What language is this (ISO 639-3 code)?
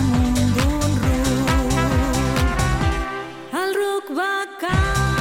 cat